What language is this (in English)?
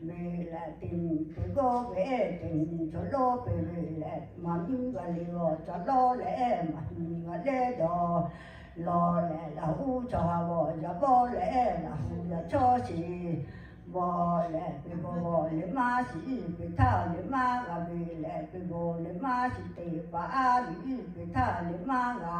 Lahu